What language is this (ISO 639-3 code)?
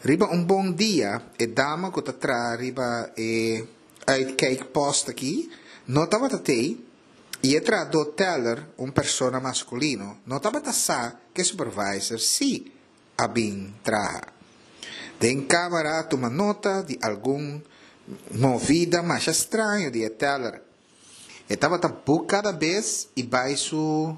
pap